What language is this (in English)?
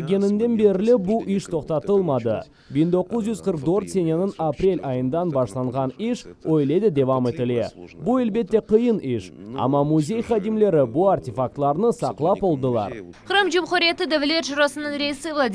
Crimean Tatar